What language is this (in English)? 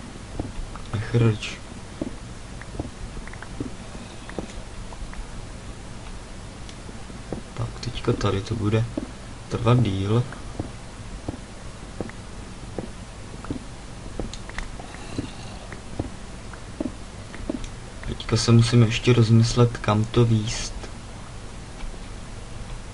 Czech